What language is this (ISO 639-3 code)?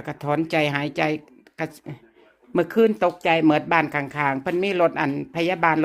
lao